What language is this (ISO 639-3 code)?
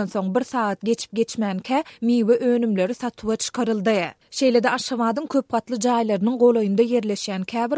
tuk